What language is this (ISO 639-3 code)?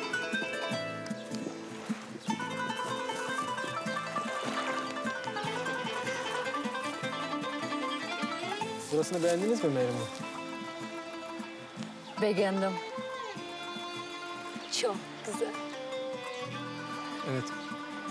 tur